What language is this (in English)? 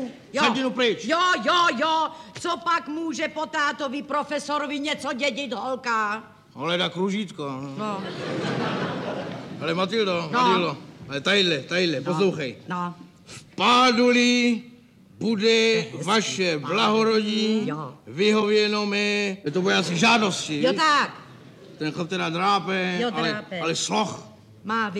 Czech